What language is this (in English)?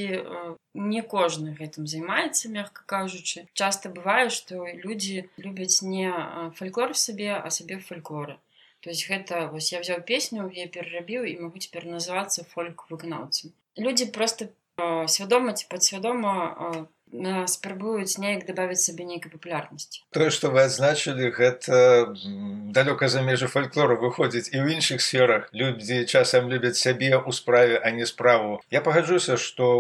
Belarusian